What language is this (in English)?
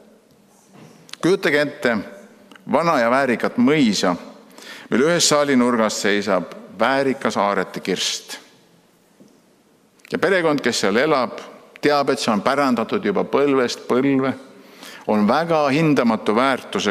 Estonian